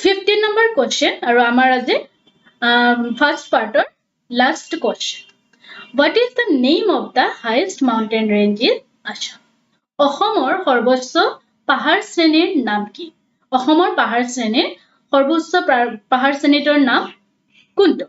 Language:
Assamese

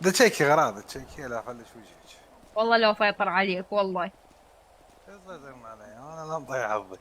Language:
Mesopotamian Arabic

